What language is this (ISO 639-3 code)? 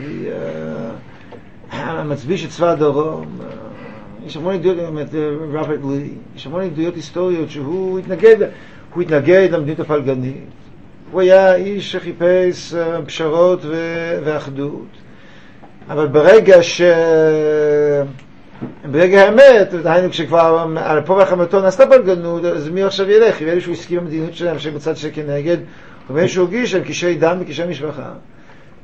heb